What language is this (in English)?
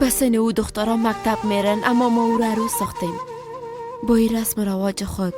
Persian